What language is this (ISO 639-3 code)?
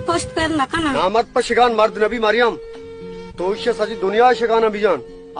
bal